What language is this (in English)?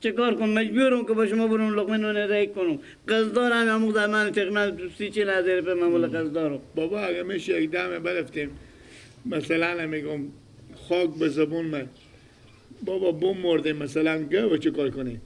Persian